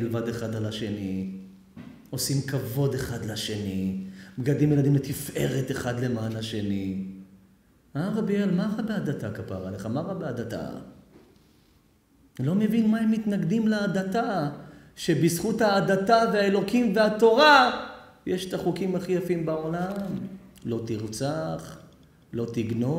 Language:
Hebrew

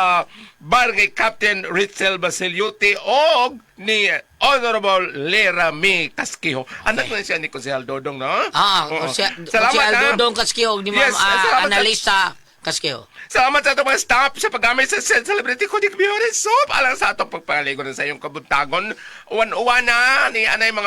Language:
Cebuano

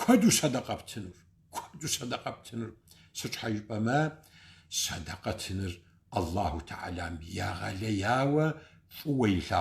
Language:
Kabardian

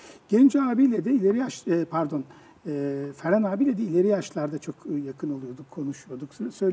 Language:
Turkish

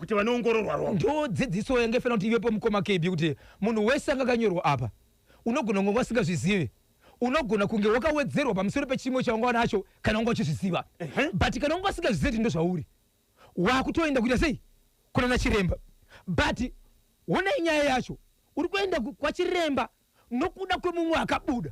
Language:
Shona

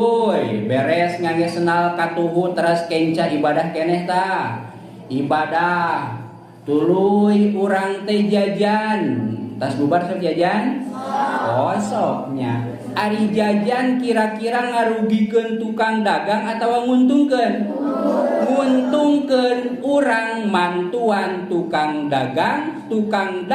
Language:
Sundanese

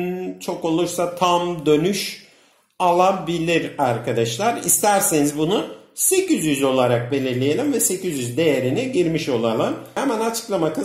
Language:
Turkish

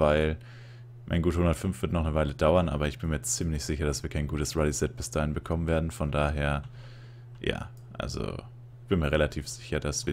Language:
German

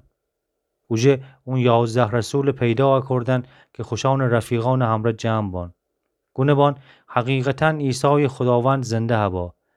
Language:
Gilaki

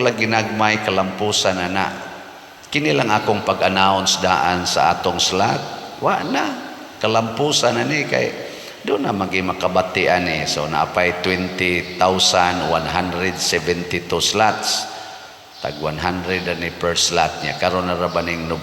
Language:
Cebuano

